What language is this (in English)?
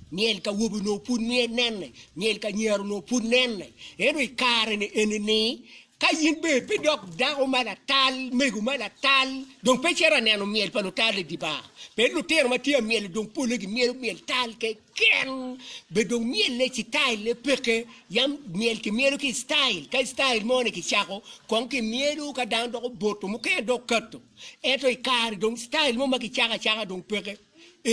Acoli